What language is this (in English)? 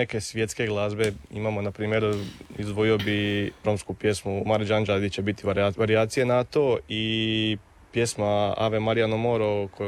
Croatian